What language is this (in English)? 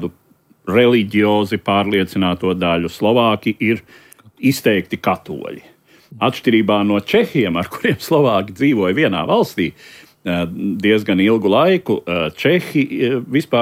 Latvian